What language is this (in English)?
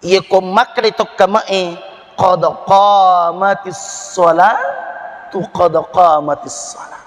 Buginese